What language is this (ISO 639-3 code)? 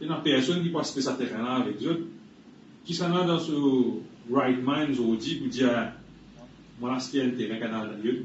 mfe